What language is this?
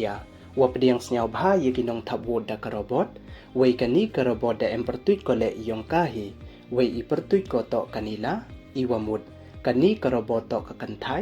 Pnar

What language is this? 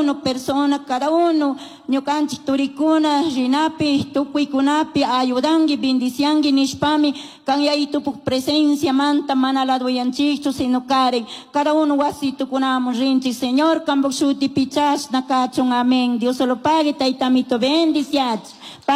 Chimborazo Highland Quichua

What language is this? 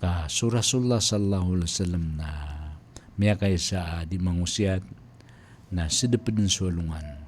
Maranao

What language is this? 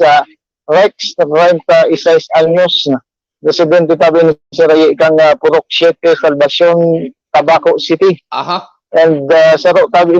Bikol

